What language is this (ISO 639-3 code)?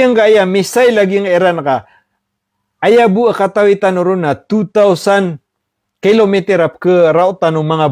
mrw